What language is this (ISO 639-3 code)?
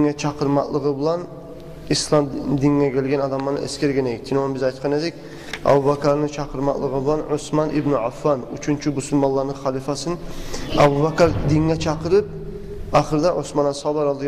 kum